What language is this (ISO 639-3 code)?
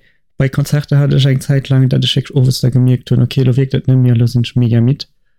ltz